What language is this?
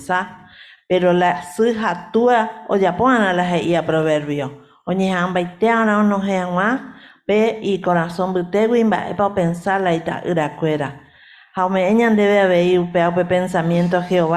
Guarani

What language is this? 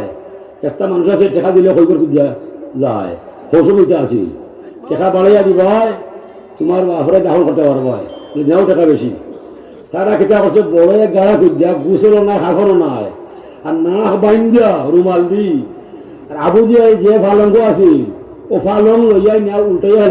Sylheti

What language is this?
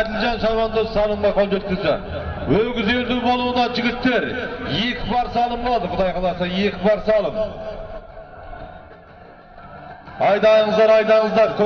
Kazakh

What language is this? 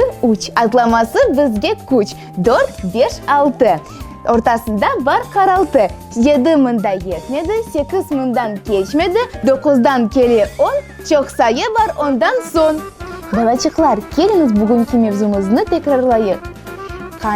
Crimean Tatar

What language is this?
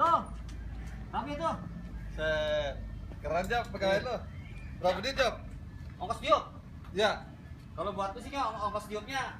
Betawi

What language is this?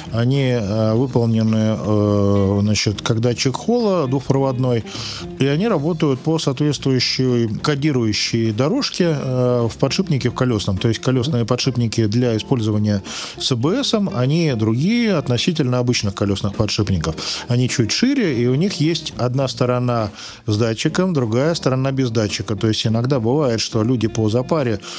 Russian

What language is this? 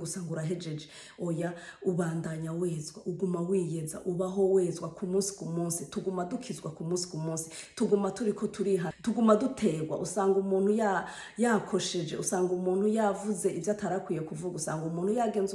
Rundi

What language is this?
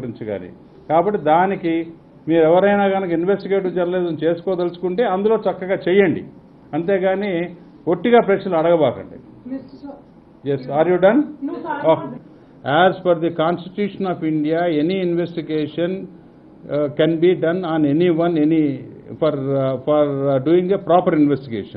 Telugu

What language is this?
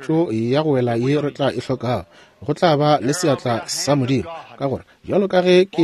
Northern Sotho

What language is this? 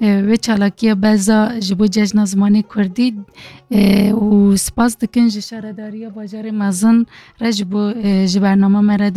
Kurdish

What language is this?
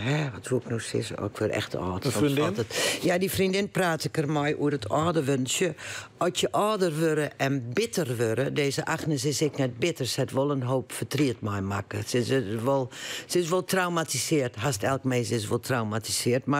Western Frisian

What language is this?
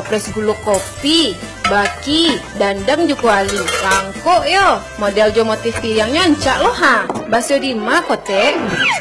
Indonesian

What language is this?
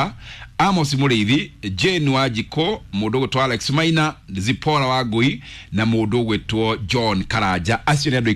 Kikuyu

